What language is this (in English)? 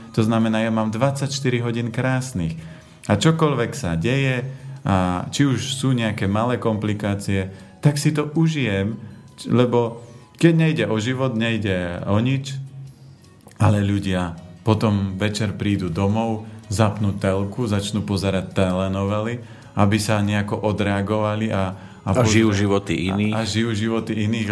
Slovak